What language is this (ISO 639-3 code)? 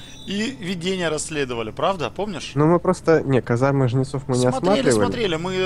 rus